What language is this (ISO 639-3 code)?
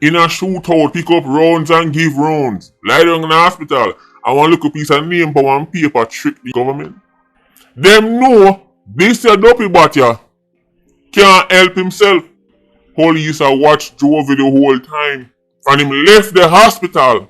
jam